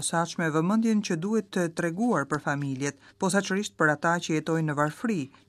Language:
Albanian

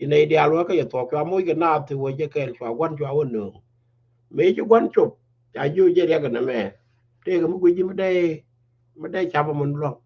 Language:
Nuer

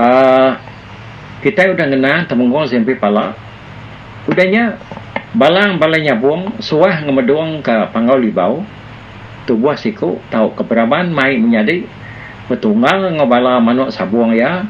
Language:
Iban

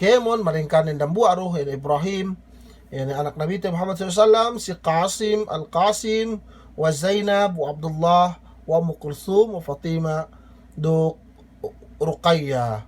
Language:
Yakan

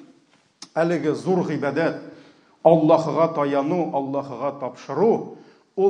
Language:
Tatar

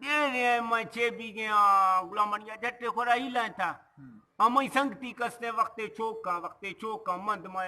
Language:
Eastern Balochi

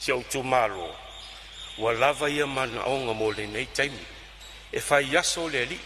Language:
Samoan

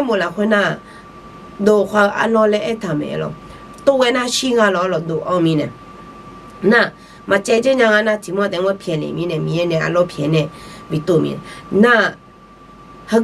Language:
Akha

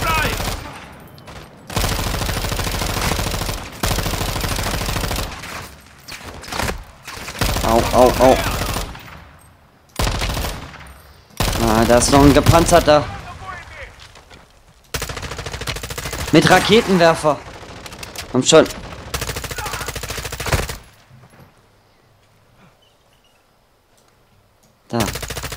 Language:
German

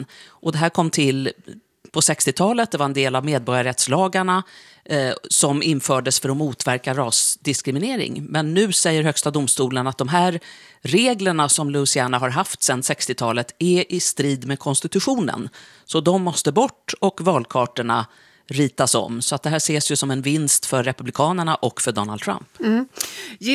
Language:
Swedish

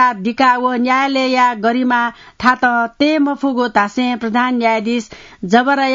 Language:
Newari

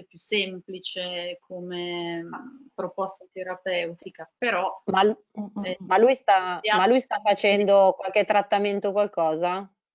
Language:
Italian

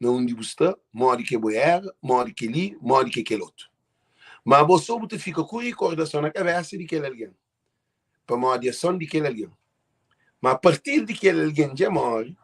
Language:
Kabuverdianu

